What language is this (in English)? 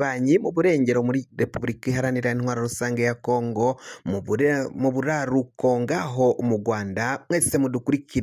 Rundi